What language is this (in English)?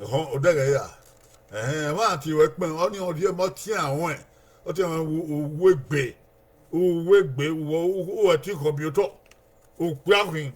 Bini